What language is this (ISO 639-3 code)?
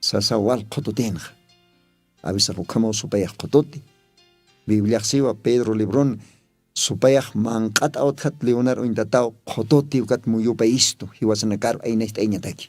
aym